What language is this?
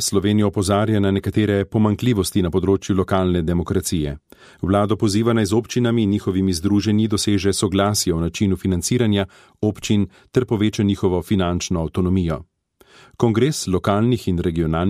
Slovenian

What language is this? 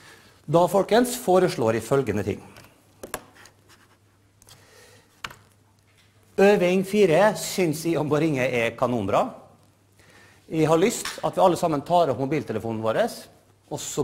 Norwegian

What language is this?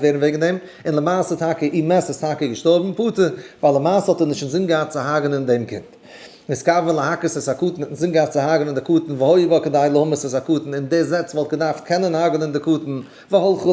Yiddish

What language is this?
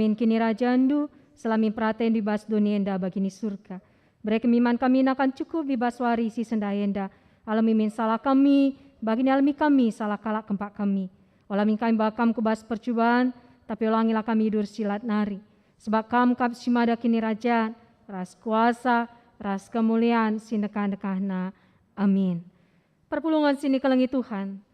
Batak Karo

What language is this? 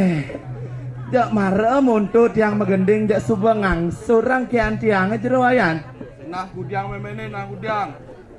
Balinese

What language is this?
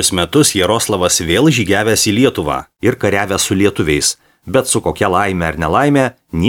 Lithuanian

